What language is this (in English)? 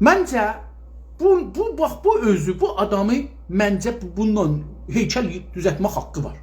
South Azerbaijani